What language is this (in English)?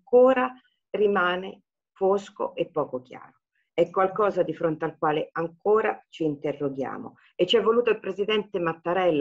Italian